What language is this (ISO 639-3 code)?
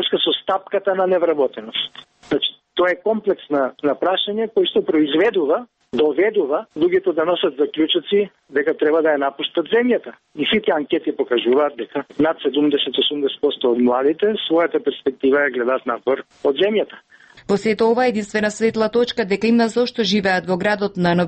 mkd